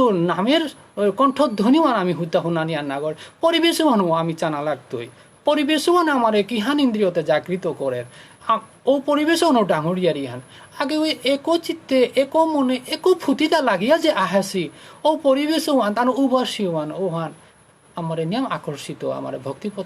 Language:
Bishnupriya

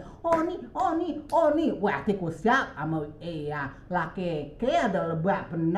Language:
Rejang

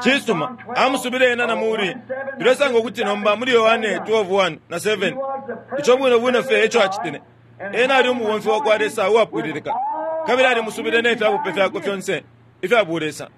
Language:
Bemba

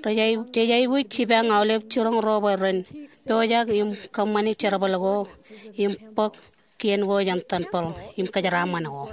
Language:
Marshallese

